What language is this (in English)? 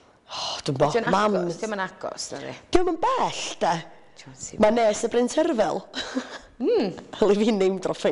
Welsh